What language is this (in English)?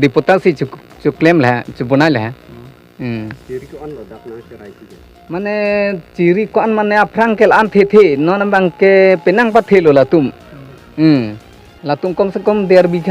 Karbi